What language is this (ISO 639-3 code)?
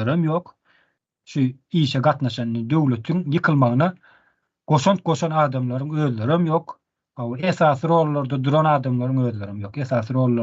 tuk